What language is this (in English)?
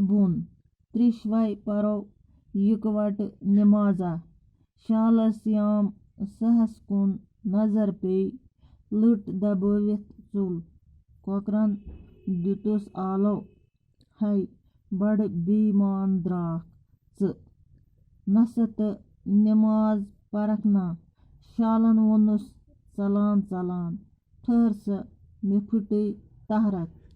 Kashmiri